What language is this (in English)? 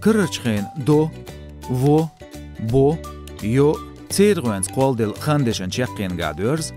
Chechen